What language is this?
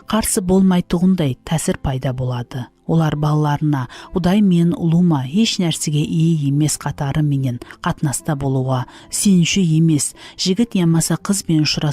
Kara-Kalpak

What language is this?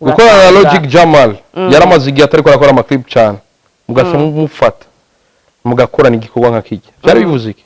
Rundi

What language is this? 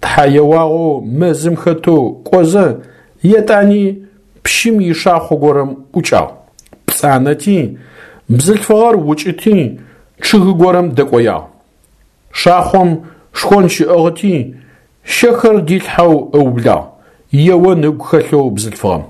Adyghe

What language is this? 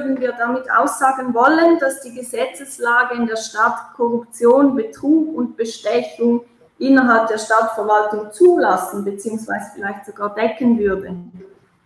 German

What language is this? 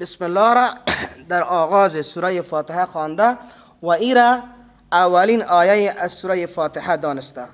Persian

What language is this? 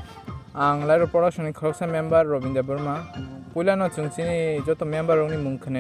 Kok Borok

